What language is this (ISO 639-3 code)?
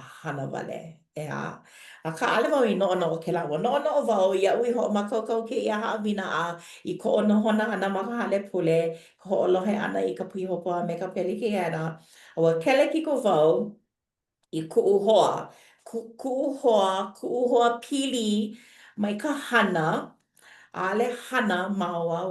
haw